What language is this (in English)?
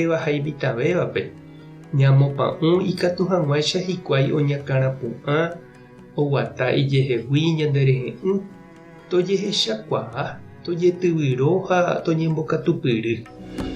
Guarani